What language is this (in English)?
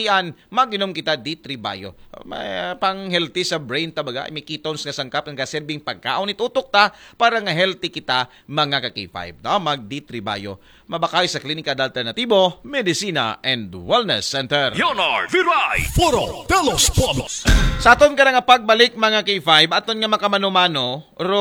Aklanon